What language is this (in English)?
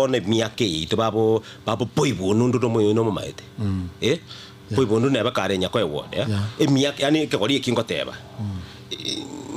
Gusii